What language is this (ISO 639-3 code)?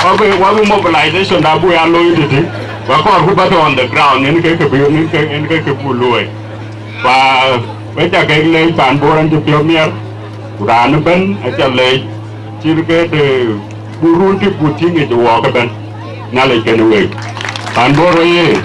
din